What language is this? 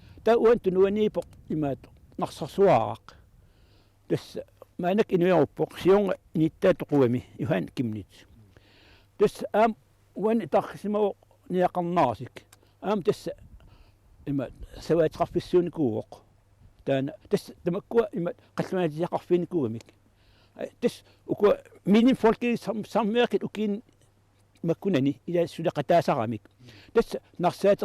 Kalaallisut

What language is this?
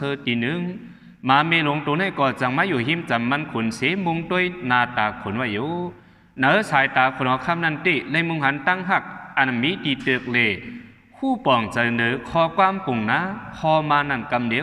Shan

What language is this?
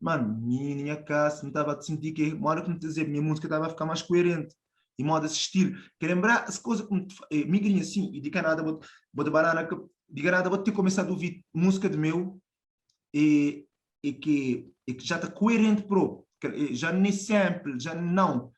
Kabuverdianu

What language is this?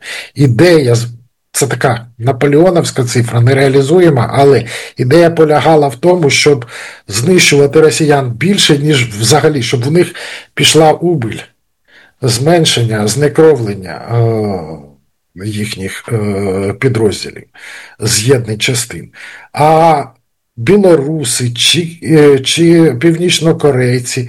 Ukrainian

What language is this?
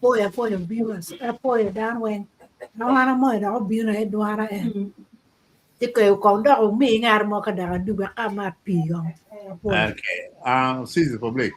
Acoli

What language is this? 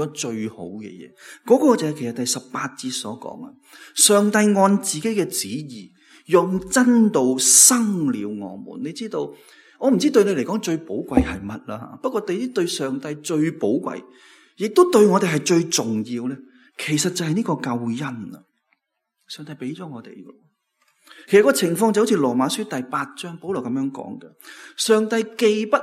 Cantonese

